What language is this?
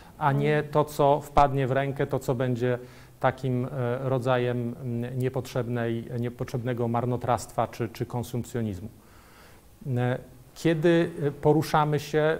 Polish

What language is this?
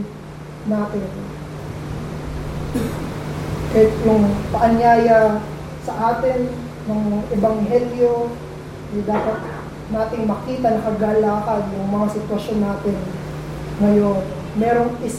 Filipino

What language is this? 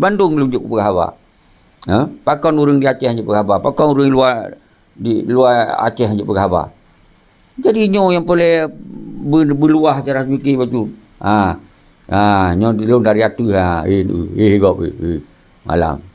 Achinese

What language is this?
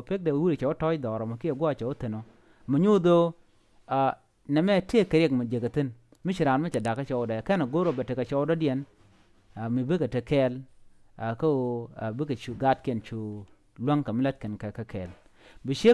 Nuer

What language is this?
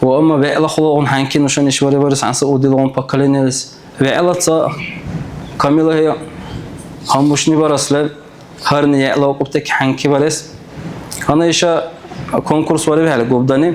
Dargwa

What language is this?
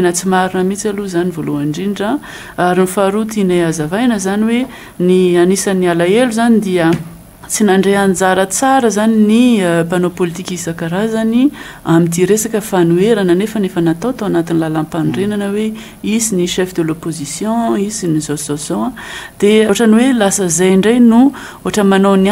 Malagasy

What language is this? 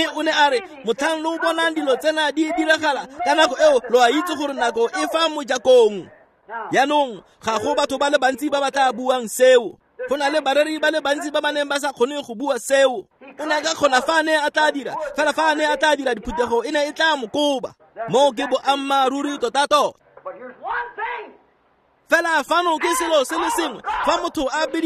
Tswana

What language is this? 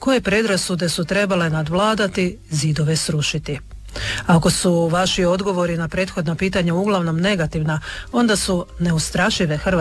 Croatian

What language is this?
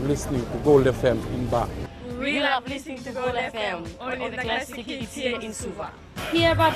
Fijian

